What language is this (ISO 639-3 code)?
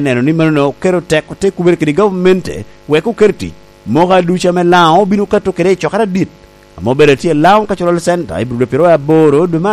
laj